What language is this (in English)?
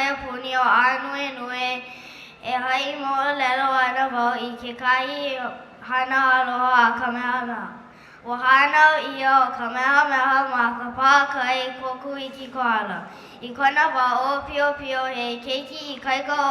Hawaiian